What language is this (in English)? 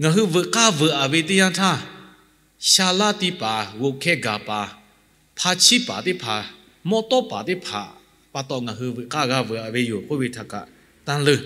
Lahu